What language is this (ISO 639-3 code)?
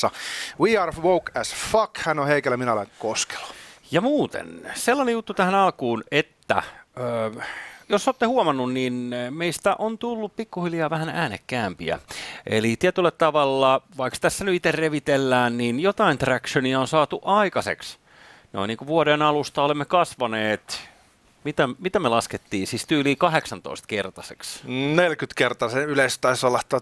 fin